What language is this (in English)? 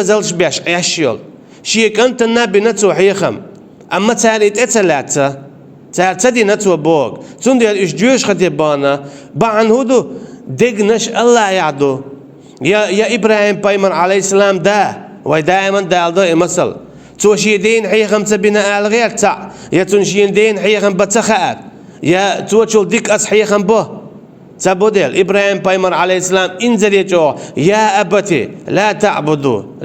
Chechen